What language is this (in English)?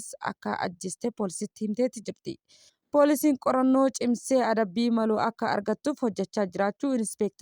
Oromo